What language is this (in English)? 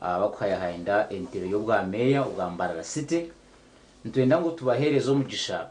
Nyankole